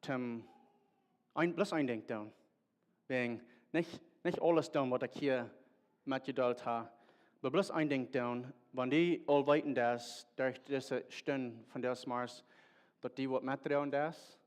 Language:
Plautdietsch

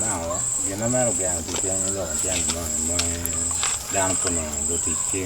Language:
Acoli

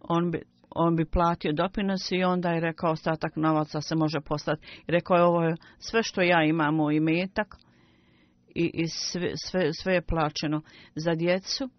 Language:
Bosnian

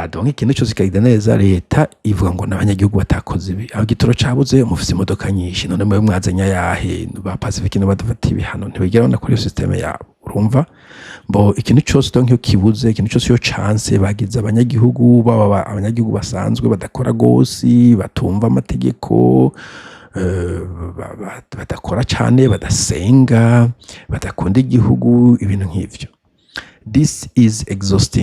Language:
Rundi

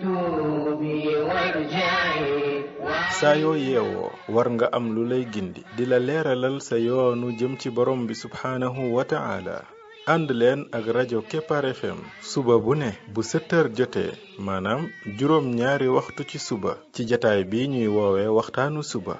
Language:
Wolof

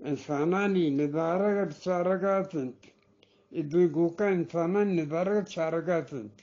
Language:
Eastern Balochi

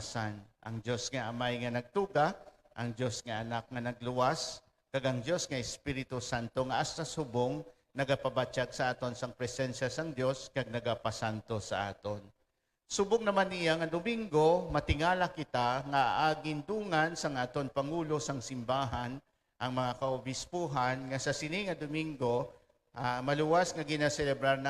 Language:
Hiligaynon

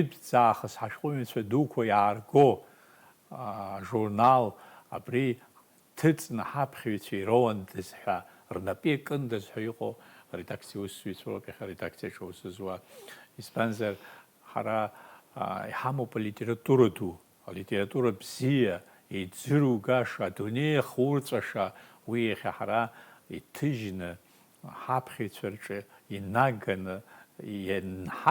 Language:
Abkhazian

